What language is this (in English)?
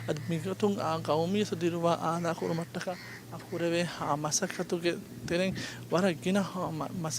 Divehi